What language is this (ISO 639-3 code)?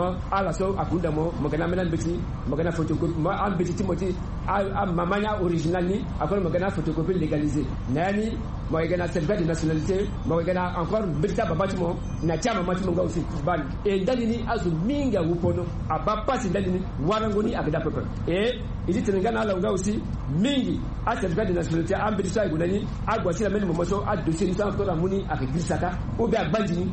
sag